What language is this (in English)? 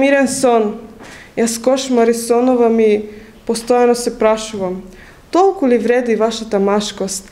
Macedonian